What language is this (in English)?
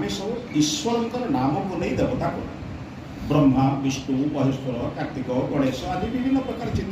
Odia